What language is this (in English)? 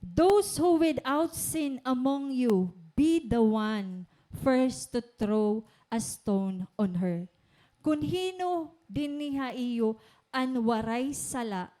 Waray